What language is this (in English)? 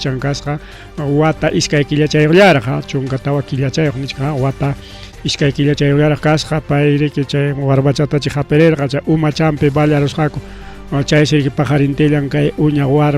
Ayacucho Quechua